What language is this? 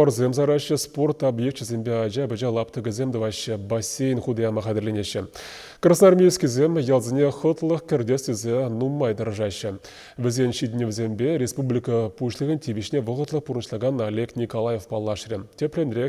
Chuvash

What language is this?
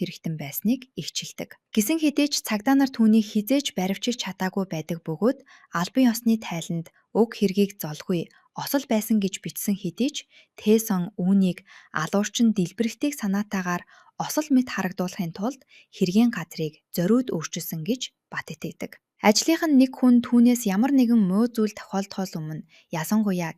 Mongolian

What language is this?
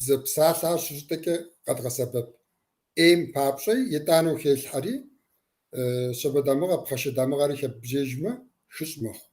Kabardian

